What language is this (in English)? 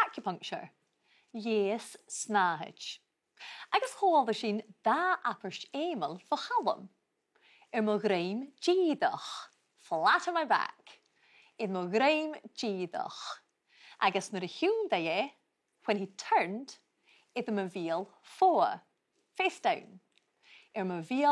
Scottish Gaelic